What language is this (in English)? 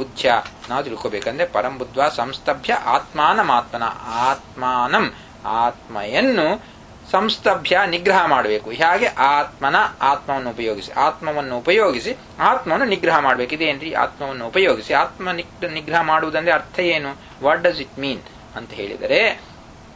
Kannada